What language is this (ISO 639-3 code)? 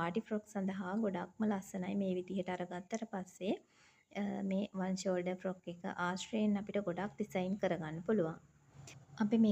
sin